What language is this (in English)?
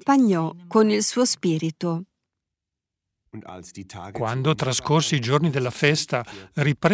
Italian